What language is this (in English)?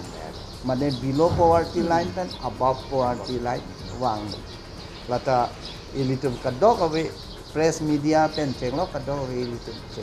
Karbi